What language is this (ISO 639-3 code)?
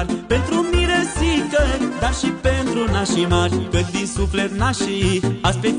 ron